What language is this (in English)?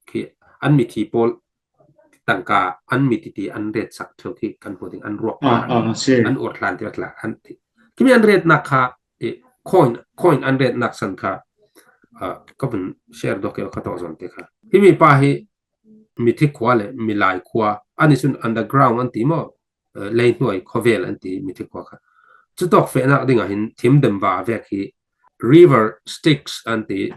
Falam Chin